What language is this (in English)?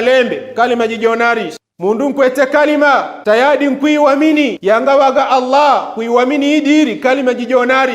Yao